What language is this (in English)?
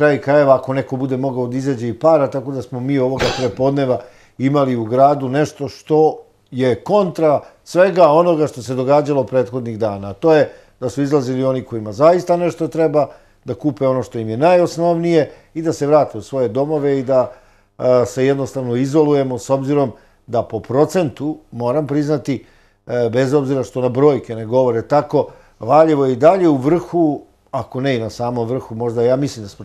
Serbian